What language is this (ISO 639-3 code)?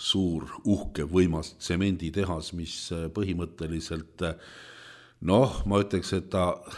est